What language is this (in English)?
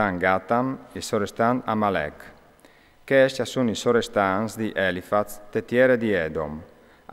Friulian